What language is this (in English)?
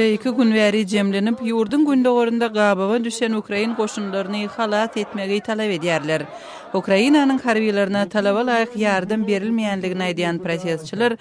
Turkmen